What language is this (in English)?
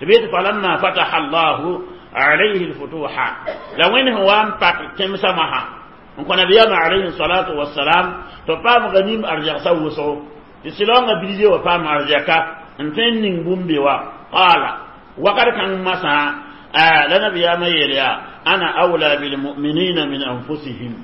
Mossi